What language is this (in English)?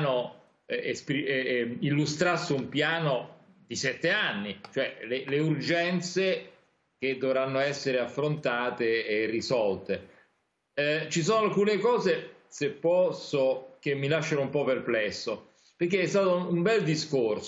Italian